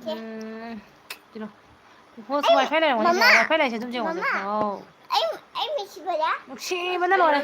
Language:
Manipuri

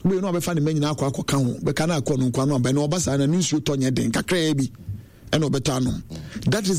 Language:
Akan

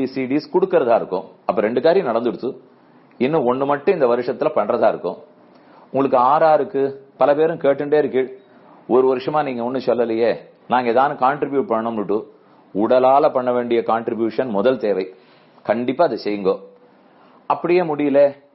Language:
Tamil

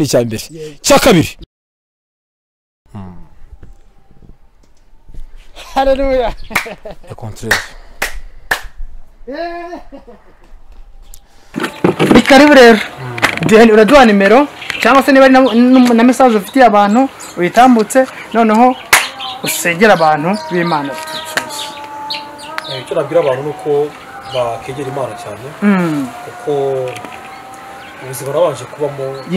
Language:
Kinyarwanda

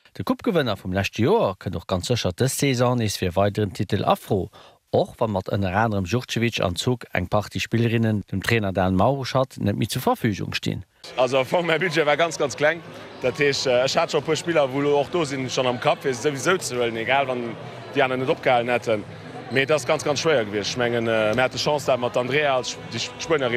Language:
Luxembourgish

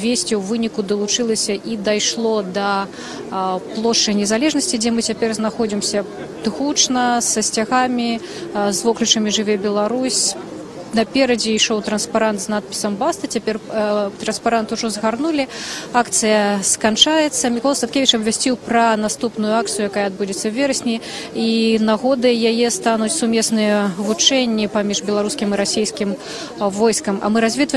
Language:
Belarusian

